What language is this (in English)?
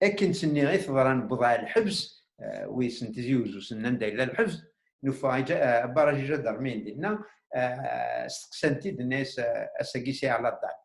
Kabyle